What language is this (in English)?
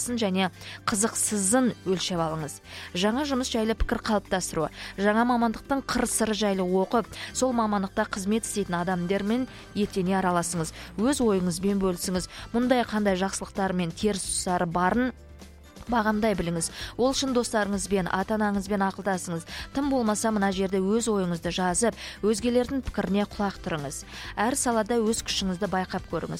Kazakh